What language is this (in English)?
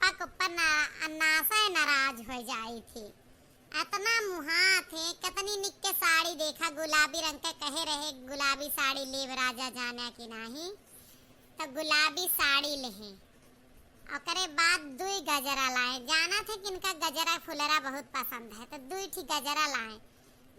Awadhi